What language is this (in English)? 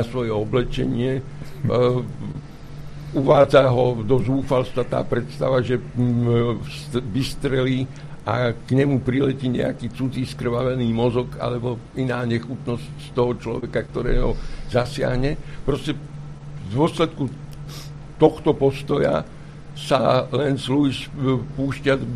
Slovak